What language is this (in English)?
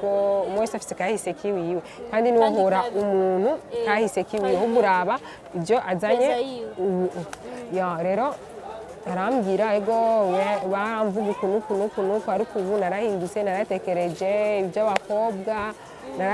Rundi